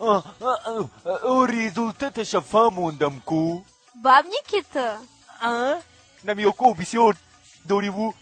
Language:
Tajik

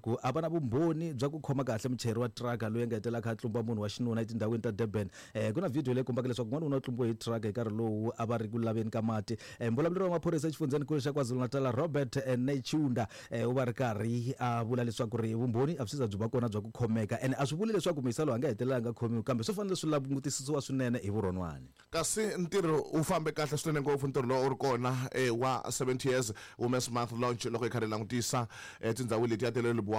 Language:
Tsonga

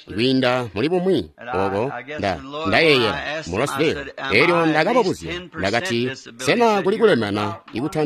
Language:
Tonga (Zambia)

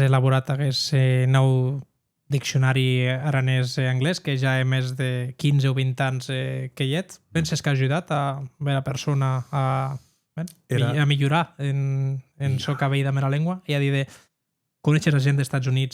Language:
Occitan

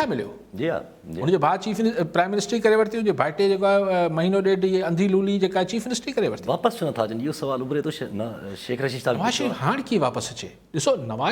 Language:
Sindhi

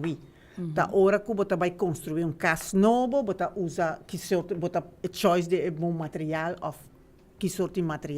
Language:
Papiamento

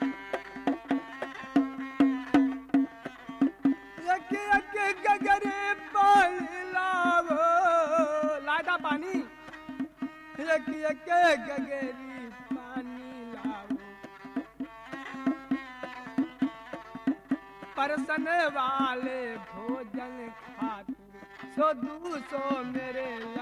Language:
Bhojpuri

